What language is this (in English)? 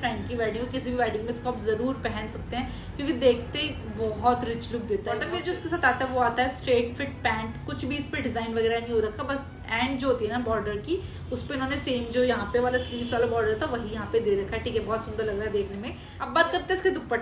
Hindi